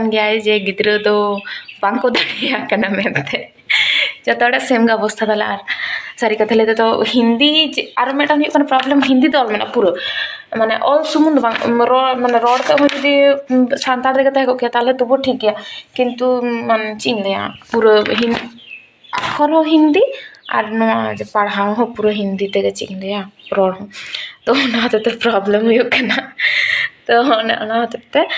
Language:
Santali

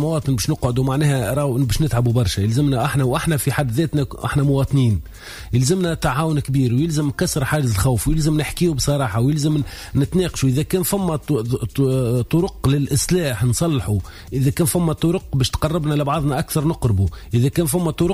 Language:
Tunisian Arabic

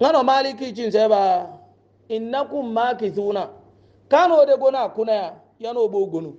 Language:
Hausa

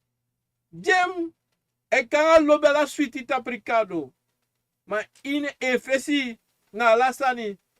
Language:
Sranan Tongo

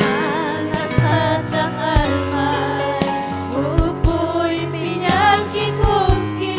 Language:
Ayacucho Quechua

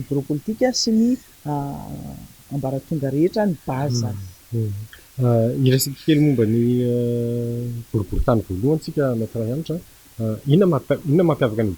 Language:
Malagasy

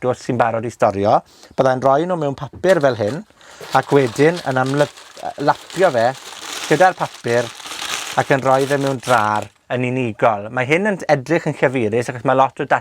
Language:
Welsh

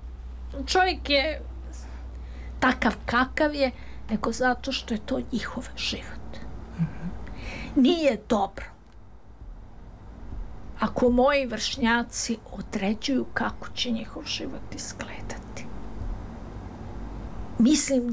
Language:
Serbian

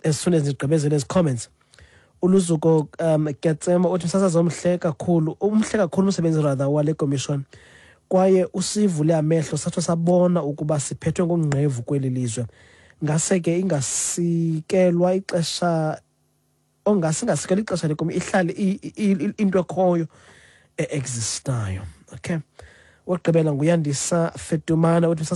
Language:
Xhosa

